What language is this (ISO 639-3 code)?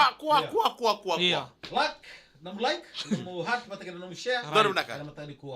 fij